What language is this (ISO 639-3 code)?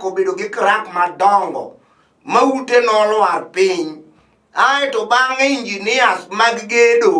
luo